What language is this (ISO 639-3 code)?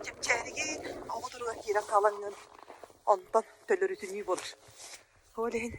sah